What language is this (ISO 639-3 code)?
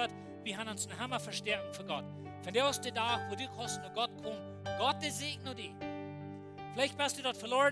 pdt